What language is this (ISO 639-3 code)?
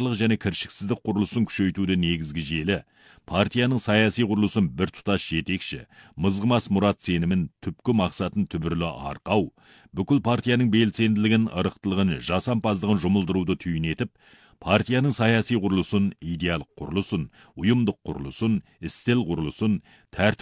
kaz